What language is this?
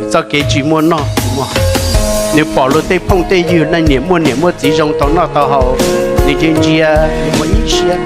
Hmong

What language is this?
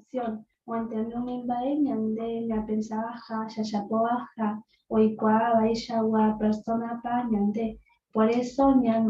Guarani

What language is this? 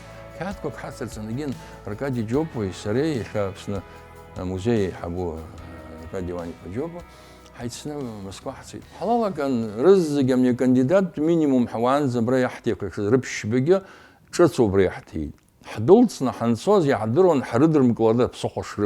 Abkhazian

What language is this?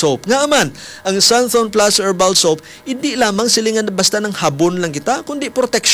Hiligaynon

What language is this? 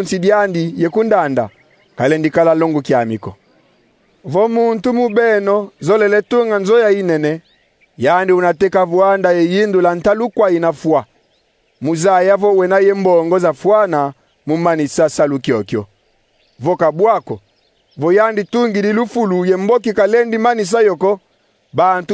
Kongo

